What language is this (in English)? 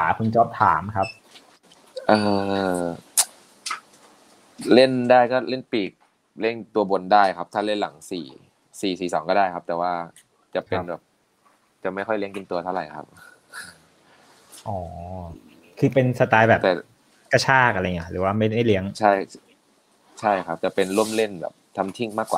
Thai